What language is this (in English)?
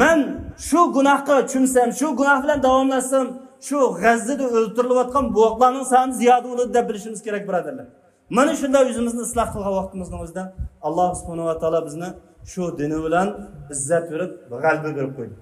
Uyghur